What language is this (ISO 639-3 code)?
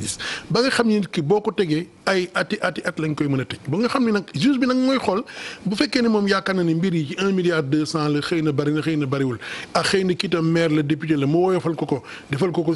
wol